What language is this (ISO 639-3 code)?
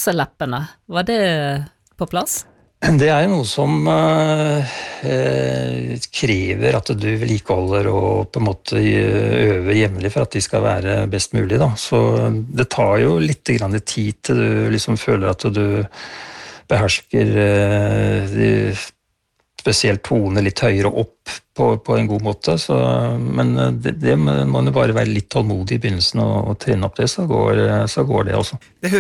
nor